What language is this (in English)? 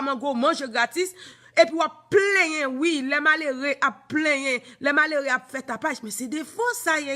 Haitian Creole